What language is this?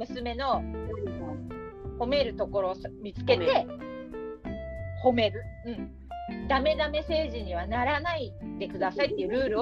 Japanese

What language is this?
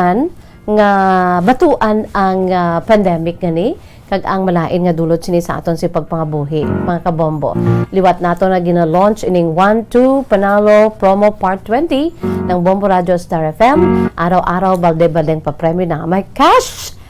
Hiligaynon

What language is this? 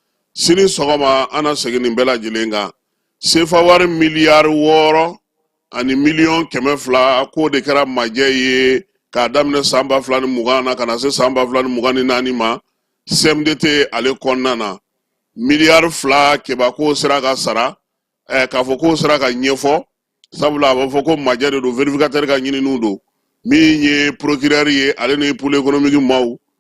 Bambara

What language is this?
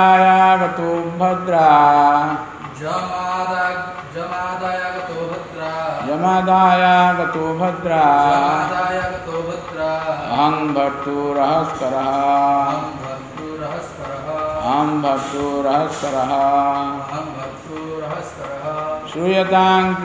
Odia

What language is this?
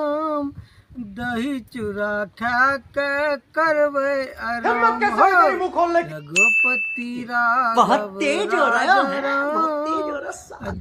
Maithili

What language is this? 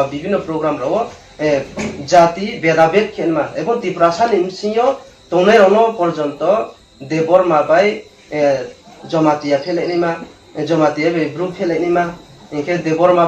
Riang (India)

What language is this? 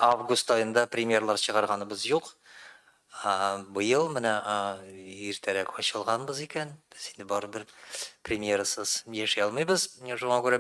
Tatar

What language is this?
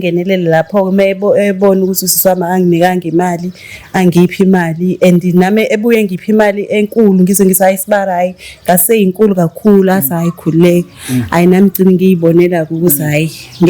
Zulu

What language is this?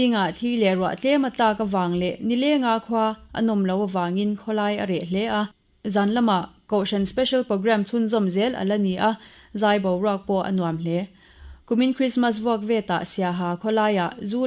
Mizo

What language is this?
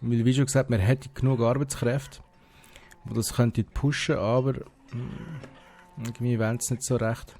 Swiss German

